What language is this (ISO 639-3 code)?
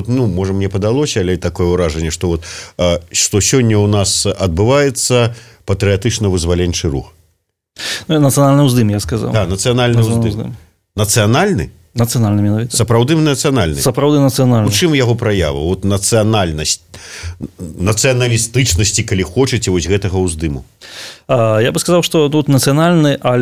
bel